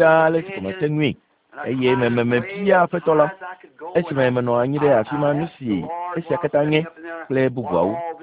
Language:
Ewe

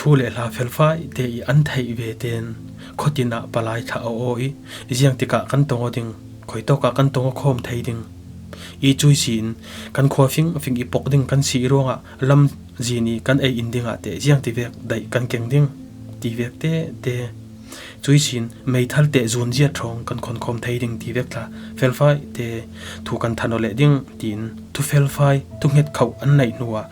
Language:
Falam Chin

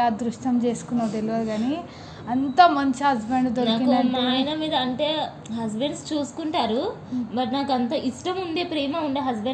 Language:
Telugu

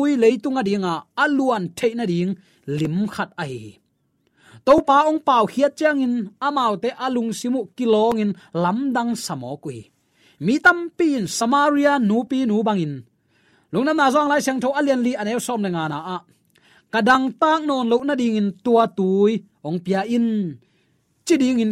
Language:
Tedim Chin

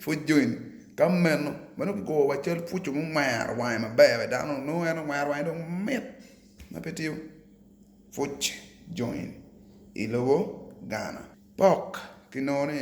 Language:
Acoli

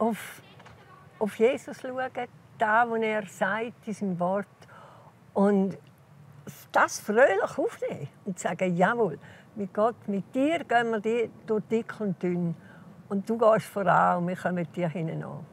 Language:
Swiss German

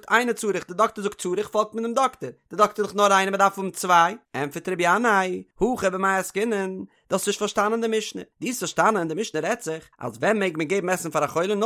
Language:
Yiddish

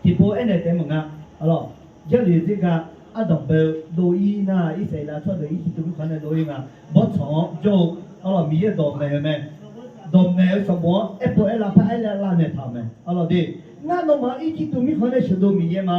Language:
Akha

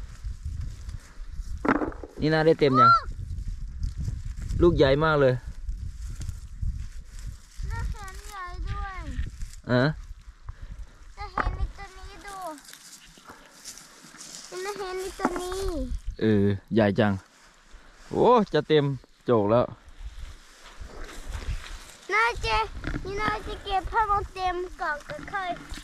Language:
Thai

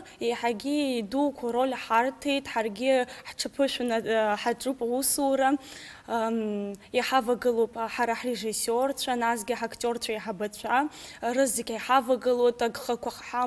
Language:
Abkhazian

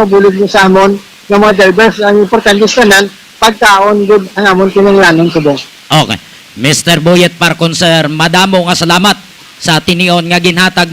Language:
Hiligaynon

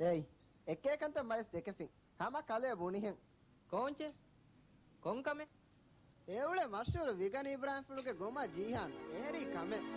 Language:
Divehi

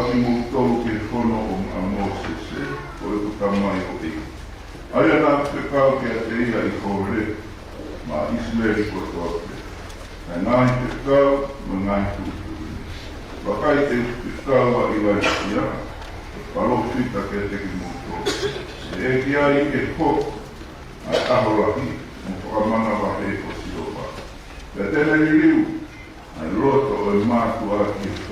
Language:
Tongan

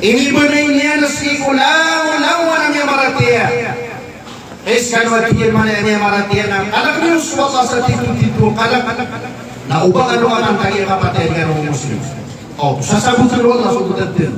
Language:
Maranao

